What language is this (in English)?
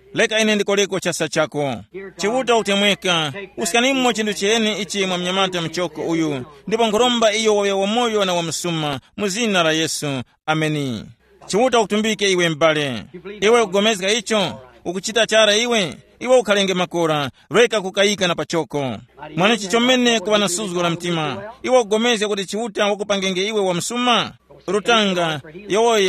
Tumbuka